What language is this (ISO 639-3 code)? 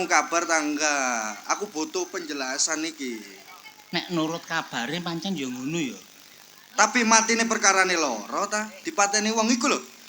jav